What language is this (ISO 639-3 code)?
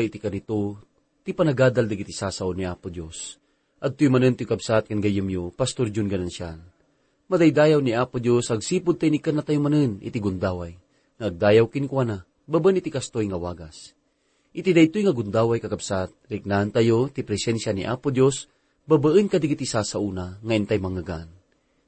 ilo